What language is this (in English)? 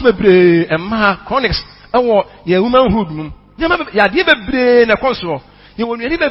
Akan